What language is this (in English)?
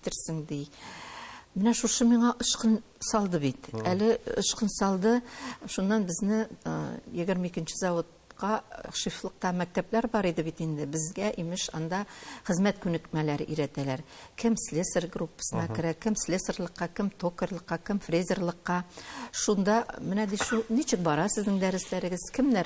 Tatar